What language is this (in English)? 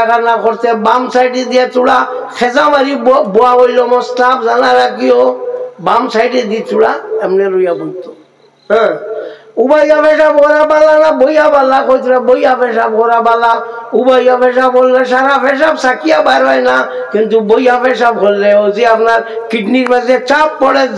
Sylheti